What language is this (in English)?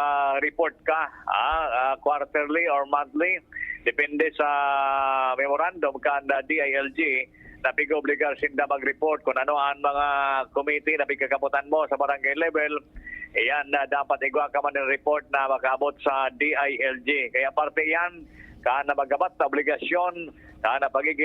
Bikol